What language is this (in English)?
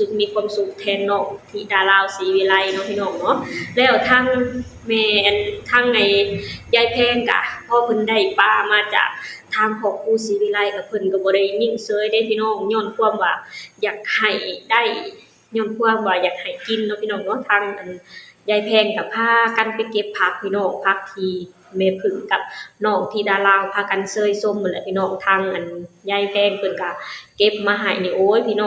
Lao